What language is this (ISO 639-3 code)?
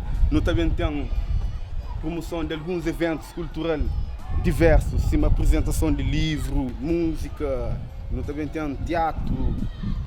kea